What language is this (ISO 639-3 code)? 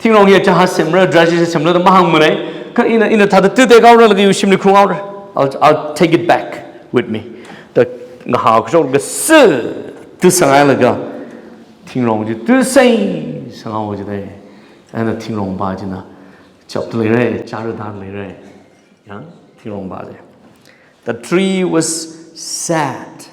nmf